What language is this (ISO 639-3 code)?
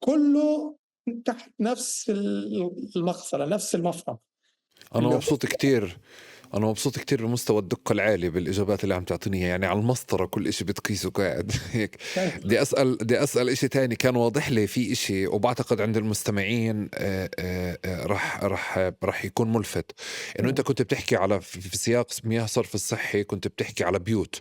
apc